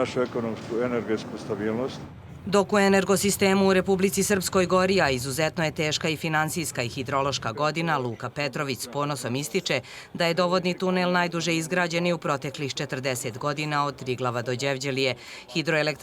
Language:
Bosnian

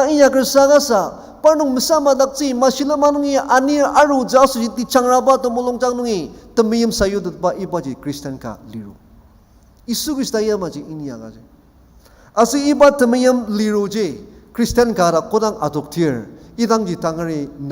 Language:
Ao Naga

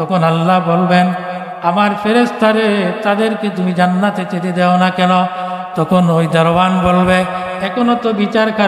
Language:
Sylheti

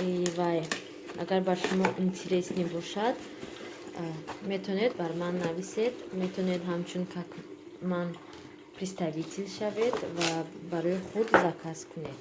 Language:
Tajik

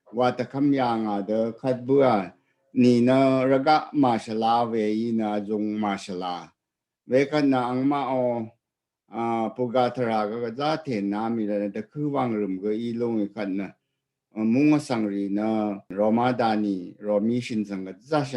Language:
Rawang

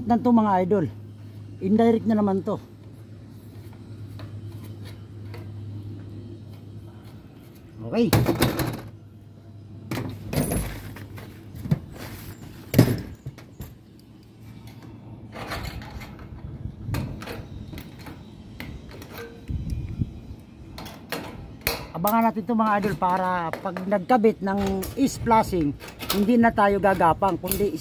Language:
Filipino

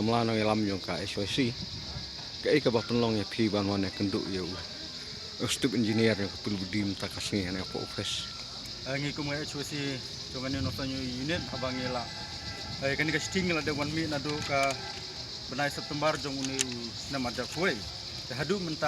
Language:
Khasi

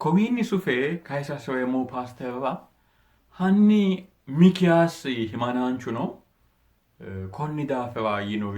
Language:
Sidamo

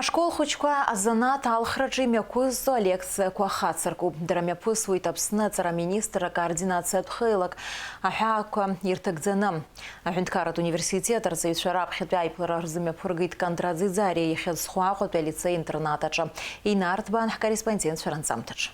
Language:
Abkhazian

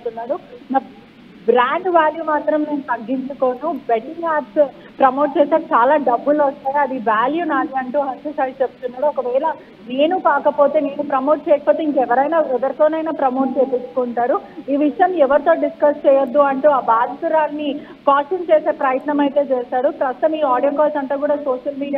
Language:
Telugu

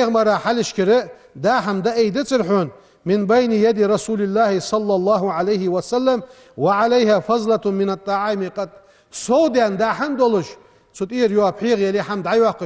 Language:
Ingush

